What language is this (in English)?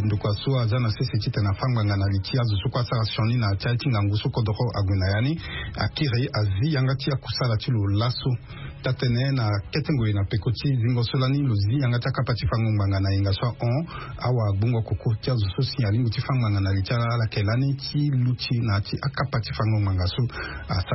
Sango